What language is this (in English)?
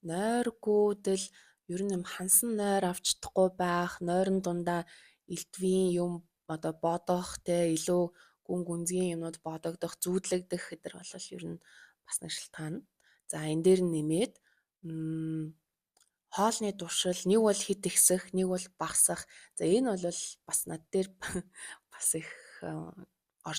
Mongolian